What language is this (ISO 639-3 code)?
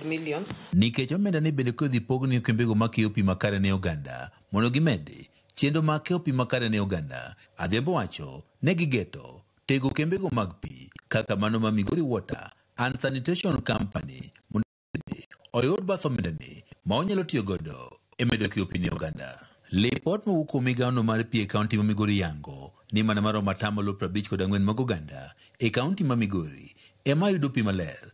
luo